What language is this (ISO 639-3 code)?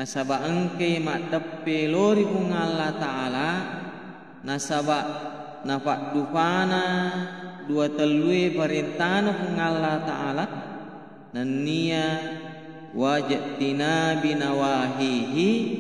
bug